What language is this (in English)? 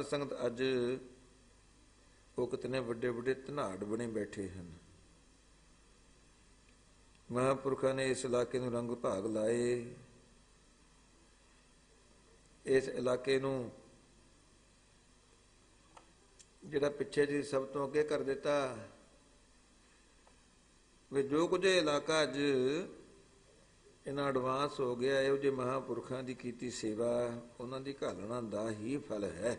Punjabi